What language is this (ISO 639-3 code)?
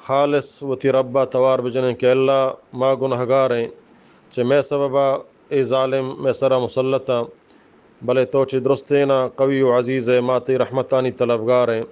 bgp